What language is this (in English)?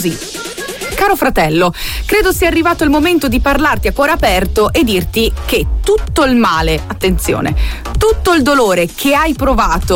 Italian